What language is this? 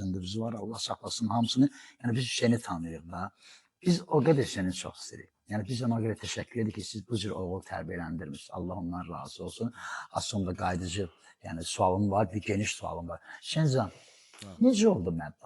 Azerbaijani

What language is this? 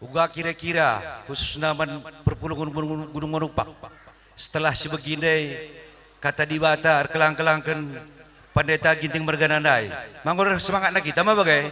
Batak Karo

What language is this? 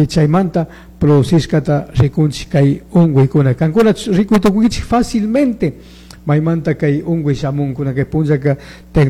Chimborazo Highland Quichua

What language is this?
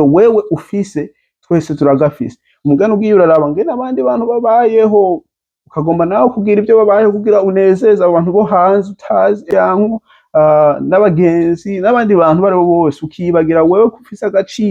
Rundi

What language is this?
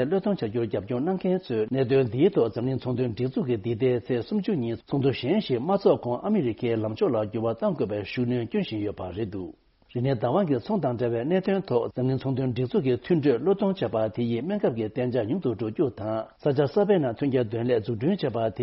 Tibetan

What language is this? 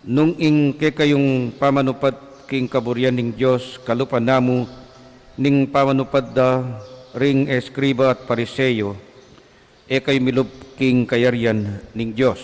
Pampanga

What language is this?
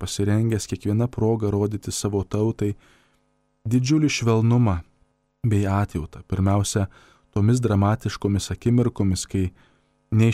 Lithuanian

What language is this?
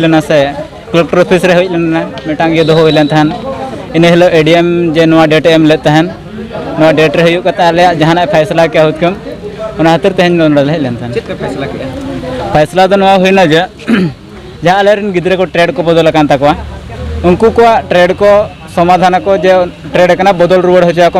Santali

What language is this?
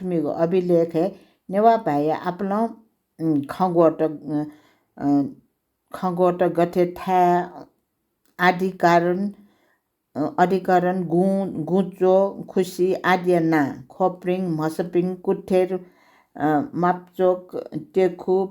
Newari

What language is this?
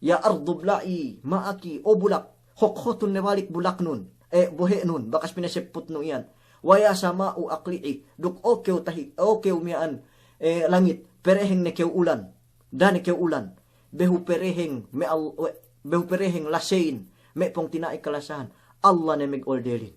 Yakan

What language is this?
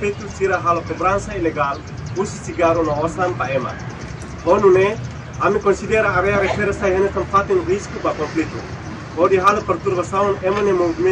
Tetum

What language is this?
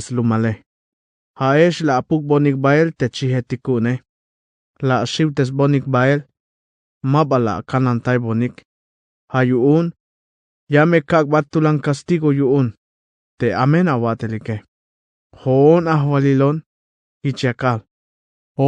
Tzeltal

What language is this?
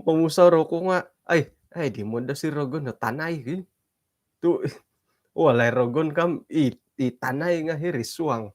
Central Dusun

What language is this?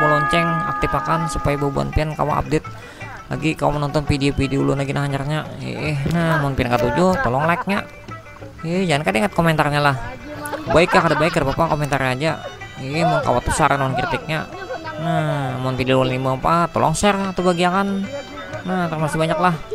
Banjar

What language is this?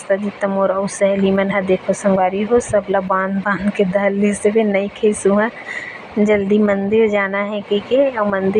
Chhattisgarhi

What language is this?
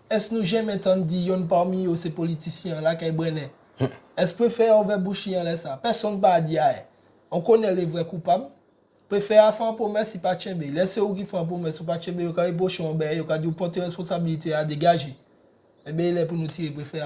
Guadeloupean Creole French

